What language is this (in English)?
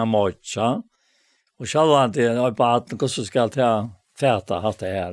Faroese